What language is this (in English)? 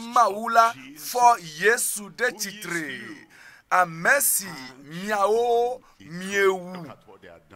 Ewe